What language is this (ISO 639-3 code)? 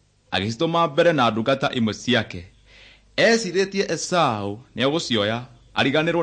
kik